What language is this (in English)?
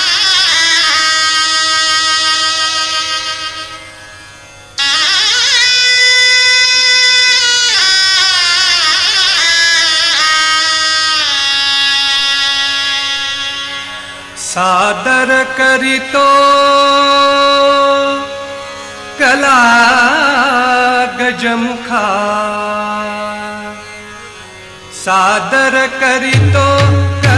Marathi